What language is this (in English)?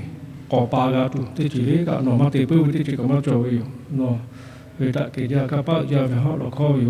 Lahu